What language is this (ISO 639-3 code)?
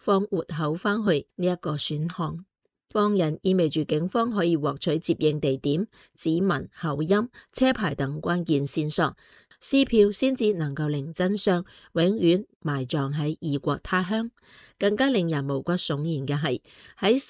yue